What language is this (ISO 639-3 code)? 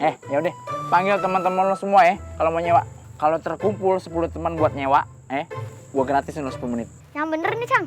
bew